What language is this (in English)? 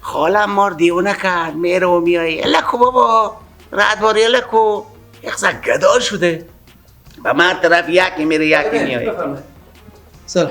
Persian